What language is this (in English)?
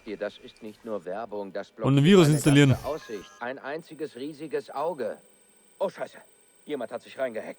Bavarian